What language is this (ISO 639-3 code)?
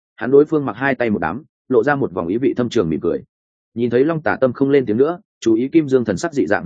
vie